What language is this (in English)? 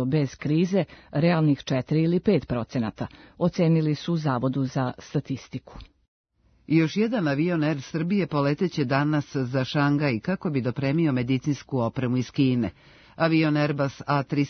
Serbian